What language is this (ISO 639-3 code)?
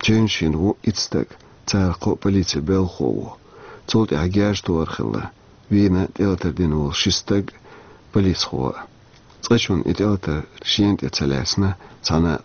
che